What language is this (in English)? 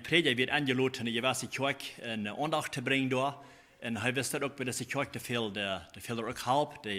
Plautdietsch